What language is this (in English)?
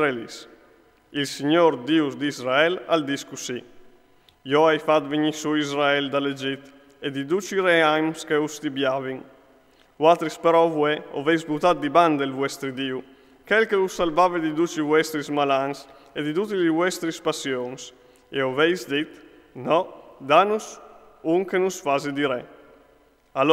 Friulian